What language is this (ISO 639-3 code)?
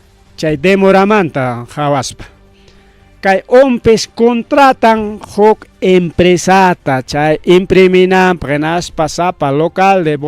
quy